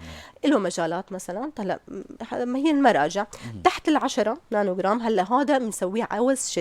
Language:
North Levantine Arabic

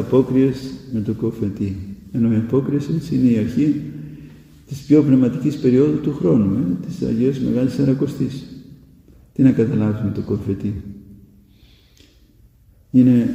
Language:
Greek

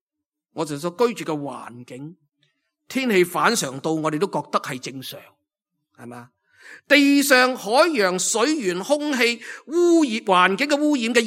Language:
Cantonese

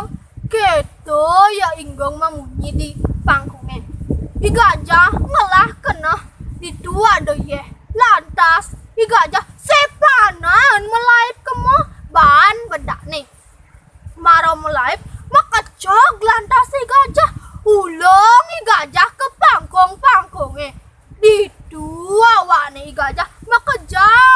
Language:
Balinese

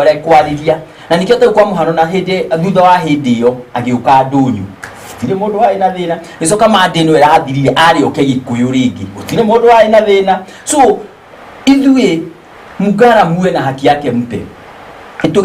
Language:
Kikuyu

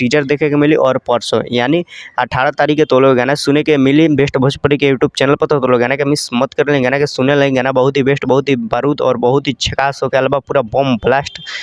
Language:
Bhojpuri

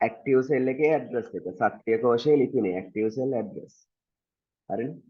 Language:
Sinhala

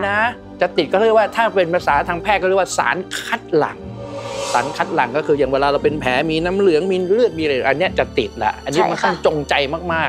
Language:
Thai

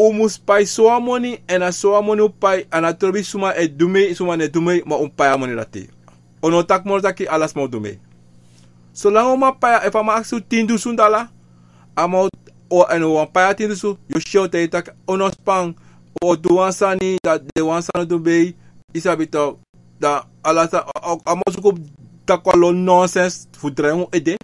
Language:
Sranan Tongo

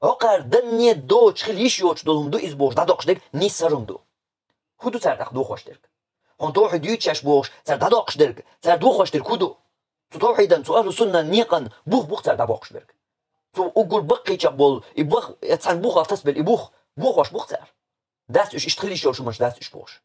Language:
Chechen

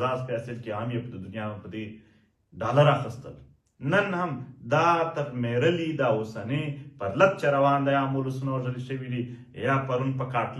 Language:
Pashto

